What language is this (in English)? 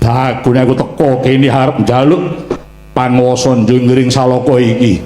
Javanese